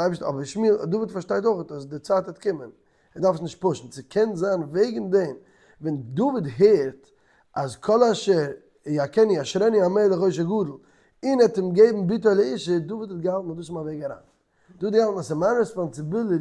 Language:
Yiddish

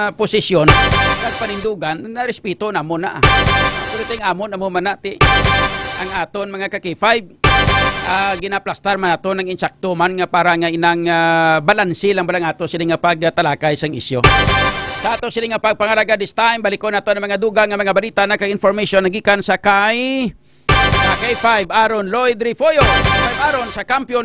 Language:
Hiligaynon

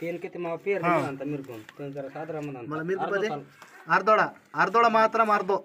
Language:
Gondi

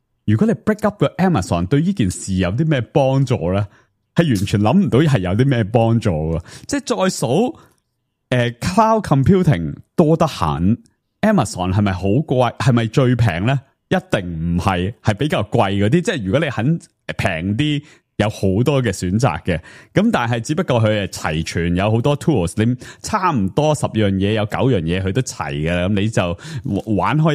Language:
Cantonese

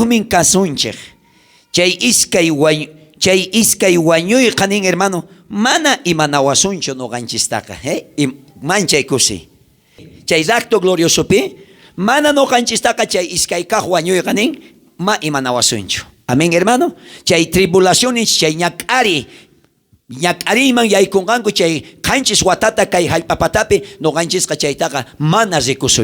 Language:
South Bolivian Quechua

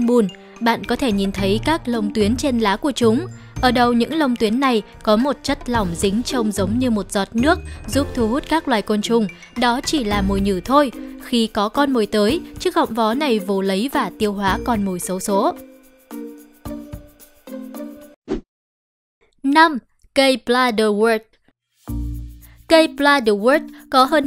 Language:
Vietnamese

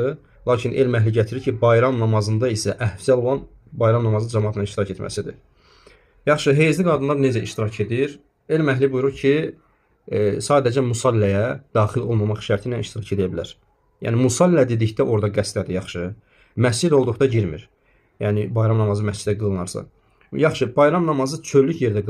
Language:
Azerbaijani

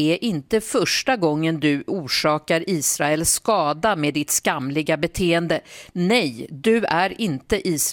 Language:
Swedish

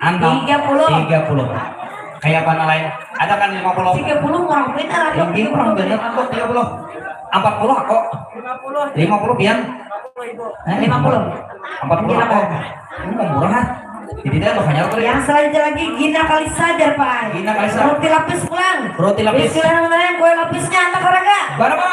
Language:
Banjar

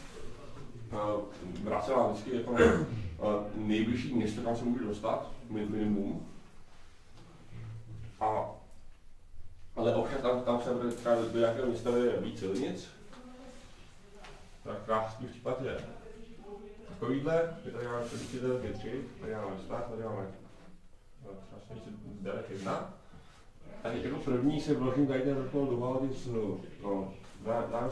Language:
Czech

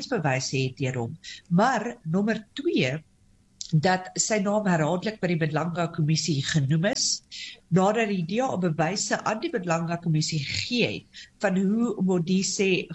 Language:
Afrikaans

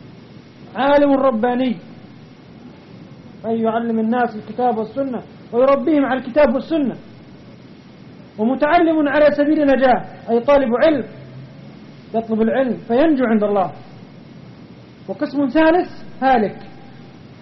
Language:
Arabic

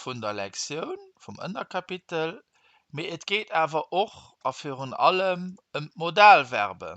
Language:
Luxembourgish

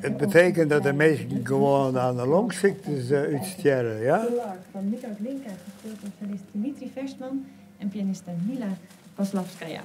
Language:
Western Frisian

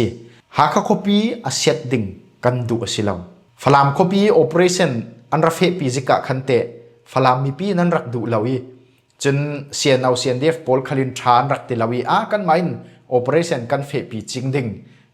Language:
Falam Chin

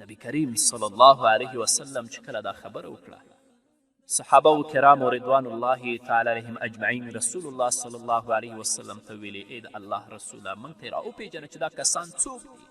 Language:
Pashto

